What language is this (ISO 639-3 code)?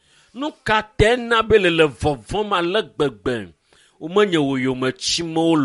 ewe